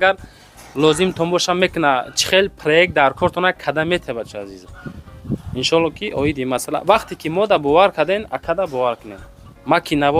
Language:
Tajik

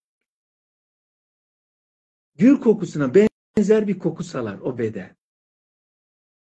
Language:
Turkish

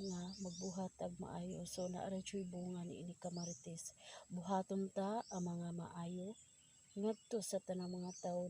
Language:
Cebuano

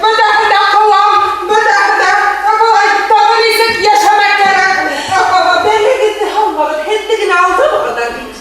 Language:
Bashkir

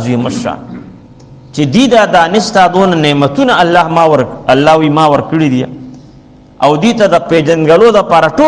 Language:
Pashto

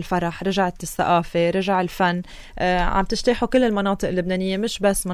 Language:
North Levantine Arabic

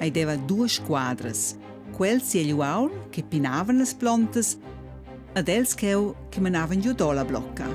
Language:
Romansh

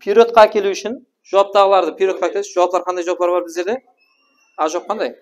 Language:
Kara-Kalpak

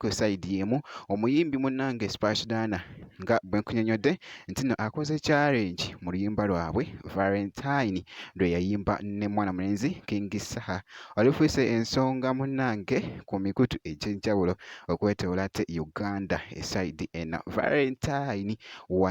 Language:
Ganda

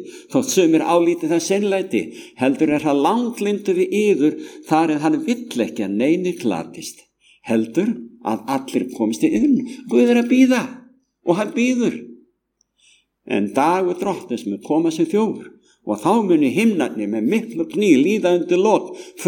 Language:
Icelandic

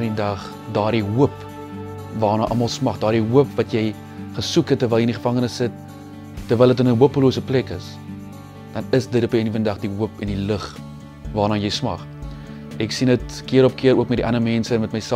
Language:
Afrikaans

